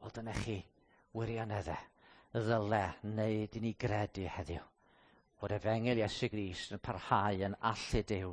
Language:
Welsh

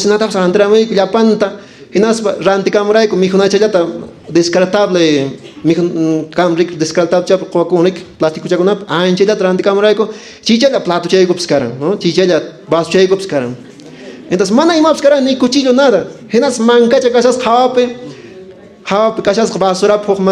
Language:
Quechua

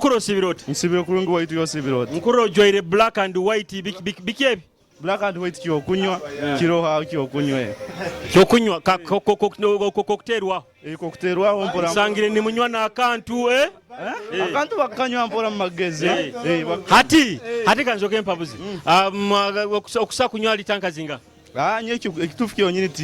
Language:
Nyoro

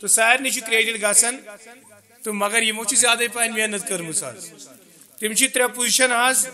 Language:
Kashmiri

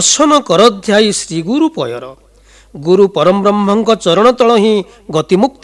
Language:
Odia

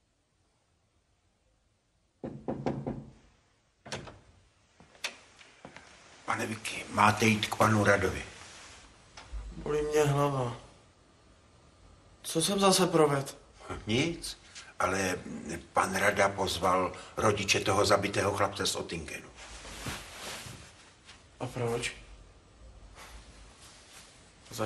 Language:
Czech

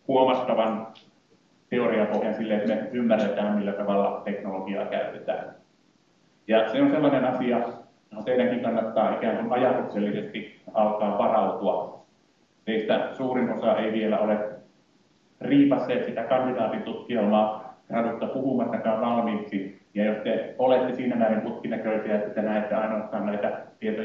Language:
Finnish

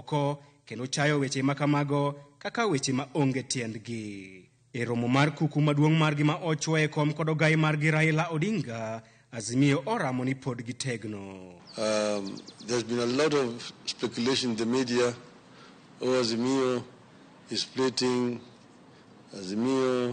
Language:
Luo (Kenya and Tanzania)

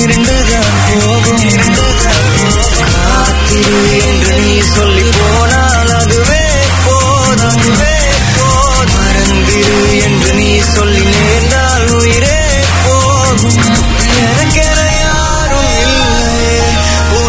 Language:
Tamil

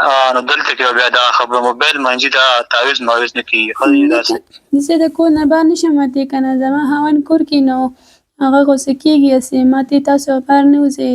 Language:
Pashto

